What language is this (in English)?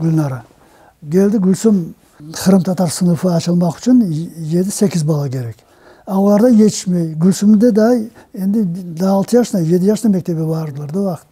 Crimean Tatar